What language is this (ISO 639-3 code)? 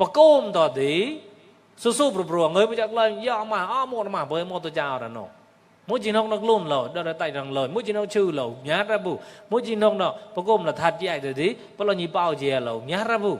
mnw